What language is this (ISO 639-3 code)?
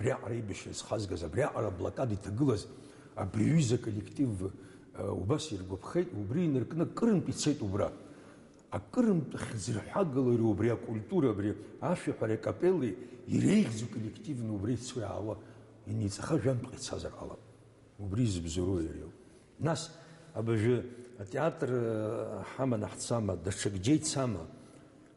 abk